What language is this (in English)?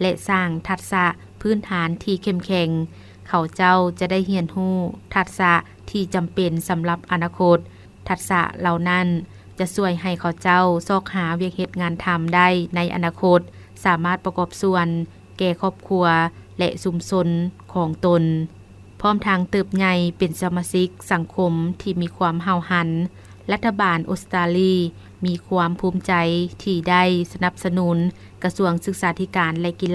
Lao